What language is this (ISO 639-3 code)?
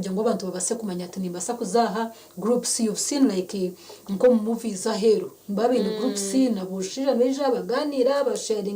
nyn